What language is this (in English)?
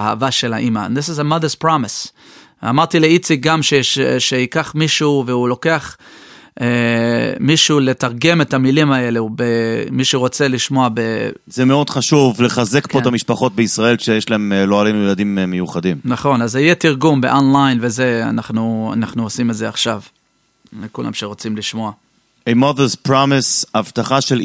Hebrew